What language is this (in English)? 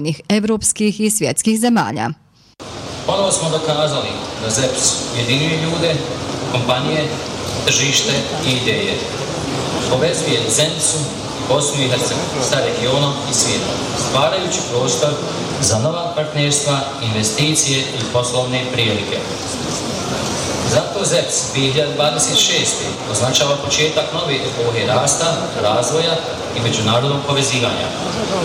Bosnian